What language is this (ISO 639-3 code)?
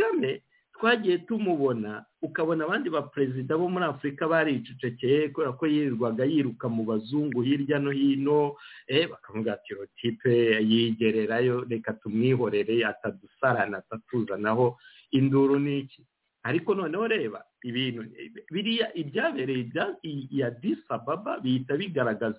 kin